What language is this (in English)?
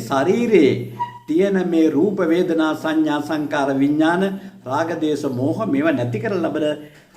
Sinhala